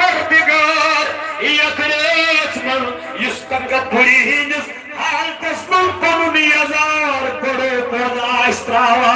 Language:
Kashmiri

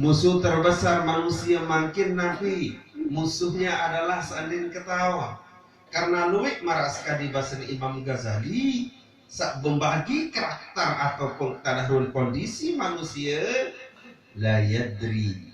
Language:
Sasak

